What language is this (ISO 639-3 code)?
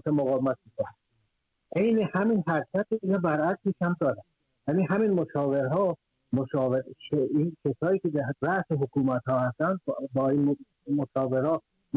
fas